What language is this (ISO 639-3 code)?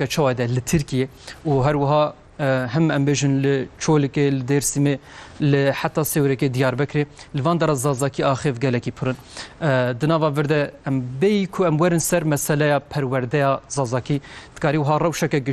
kur